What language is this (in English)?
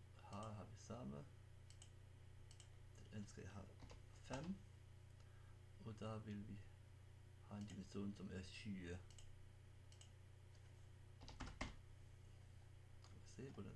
Norwegian